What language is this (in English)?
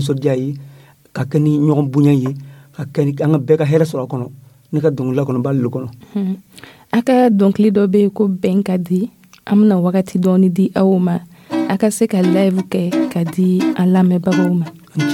Dyula